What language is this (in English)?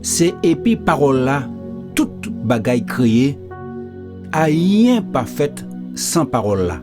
Guadeloupean Creole French